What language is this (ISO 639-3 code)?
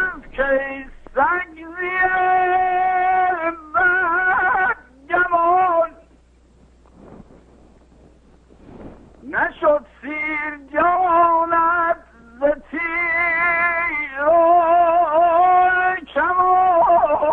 fas